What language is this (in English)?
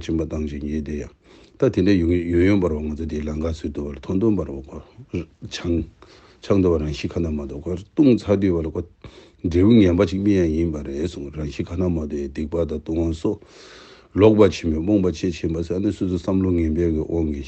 Tibetan